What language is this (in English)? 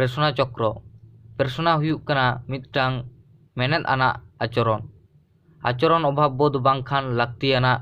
Santali